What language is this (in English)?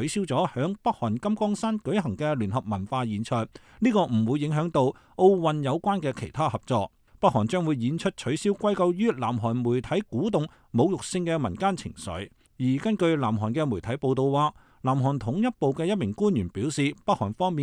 Cantonese